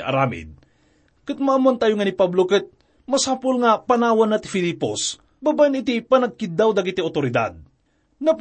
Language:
Iloko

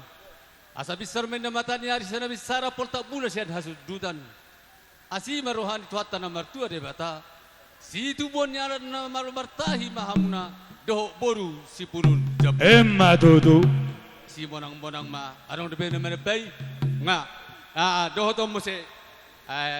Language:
Batak Toba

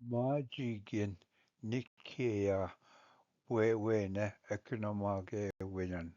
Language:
Ojibwa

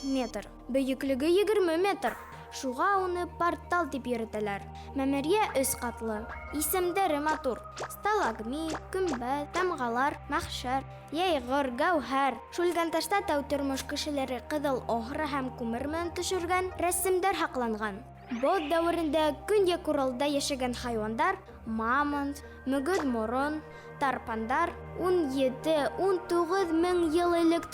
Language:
Bashkir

